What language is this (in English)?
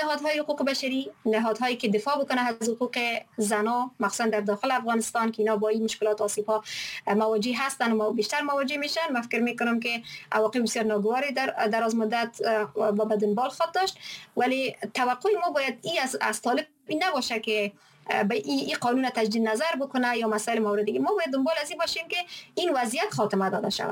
Persian